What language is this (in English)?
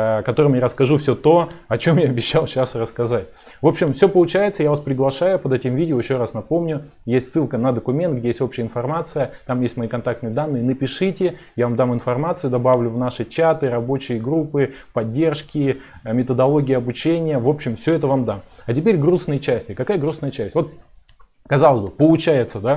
Russian